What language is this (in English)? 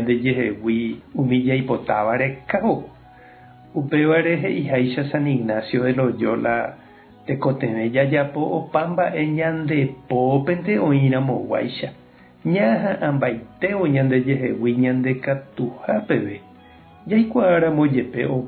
Guarani